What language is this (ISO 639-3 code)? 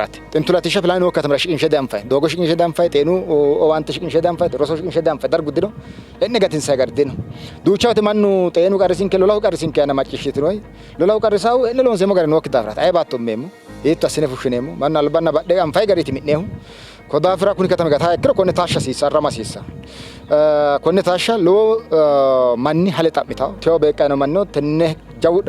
sid